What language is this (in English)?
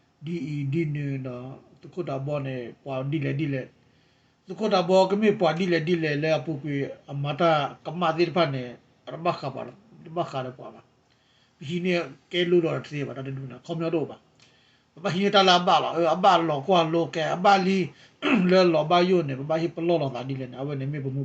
S'gaw Karen